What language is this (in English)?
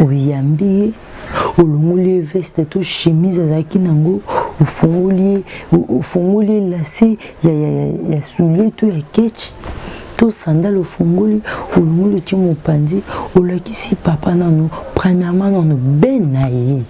Lingala